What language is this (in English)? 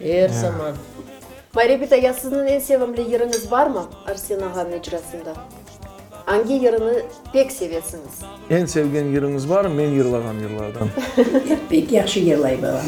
Crimean Tatar